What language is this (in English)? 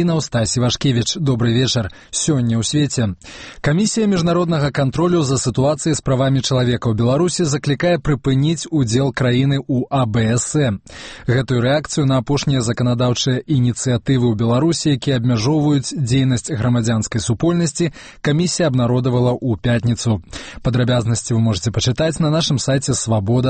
Belarusian